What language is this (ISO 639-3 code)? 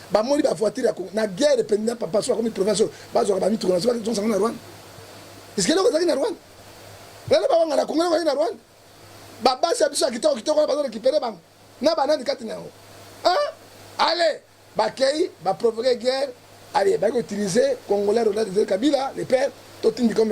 lin